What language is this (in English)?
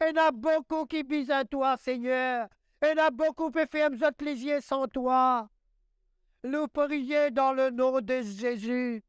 Morisyen